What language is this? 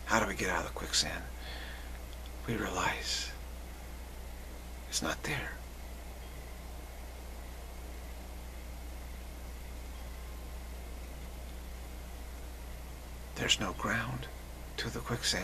English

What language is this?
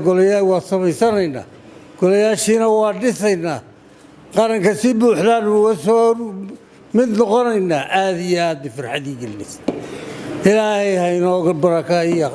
Somali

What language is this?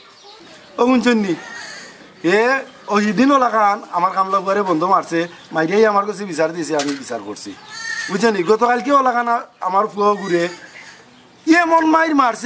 Sylheti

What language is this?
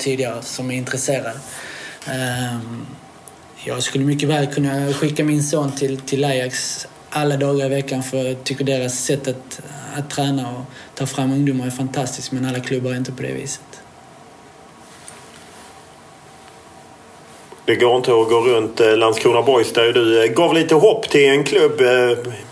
Swedish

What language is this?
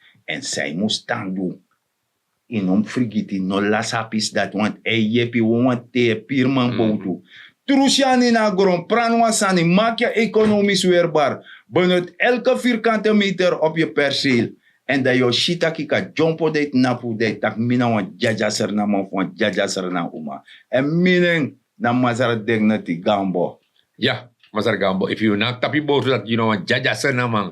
Sranan Tongo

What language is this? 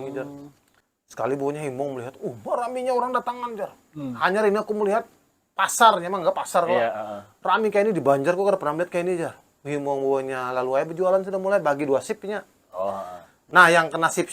Banjar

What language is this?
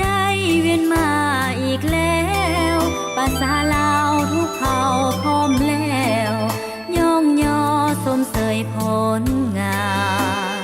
Lao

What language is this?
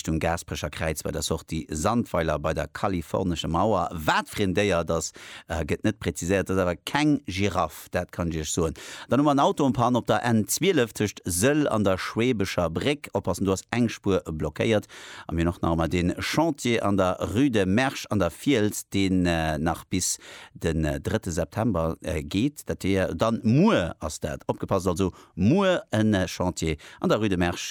Luxembourgish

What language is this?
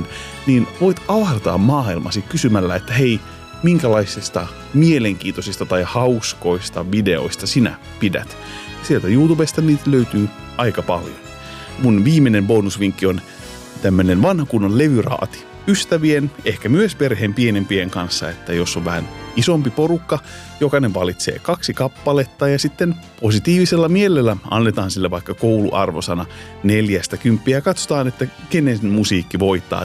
Finnish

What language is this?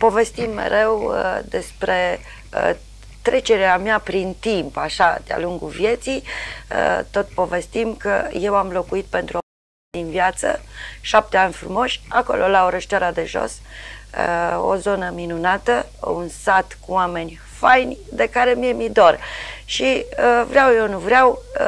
Romanian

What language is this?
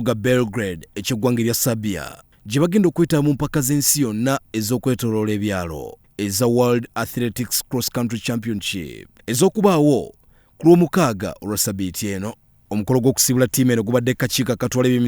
Ganda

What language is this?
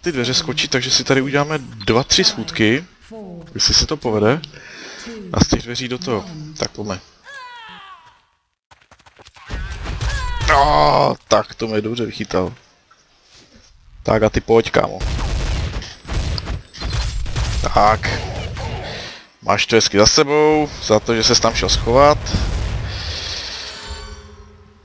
Czech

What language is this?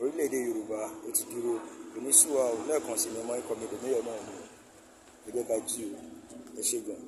Yoruba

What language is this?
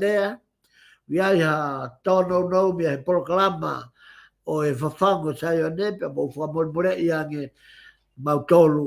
Tongan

